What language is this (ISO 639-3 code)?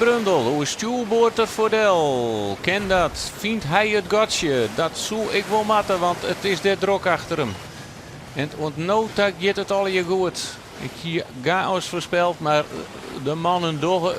fry